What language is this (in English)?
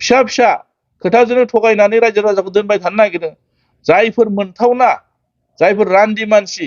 Bodo